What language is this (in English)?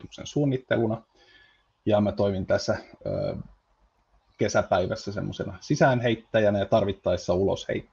Finnish